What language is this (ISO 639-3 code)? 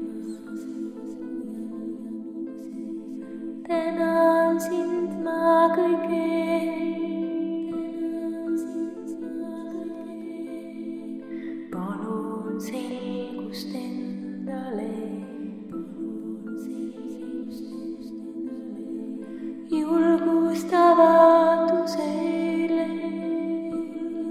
est